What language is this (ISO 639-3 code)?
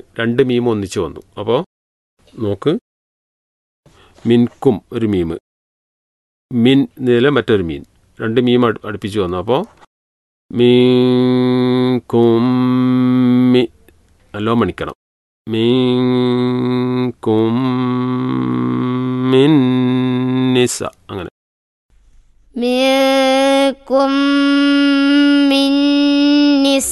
mal